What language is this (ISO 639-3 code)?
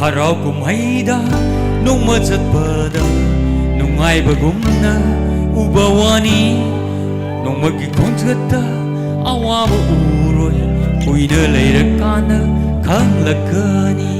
nmf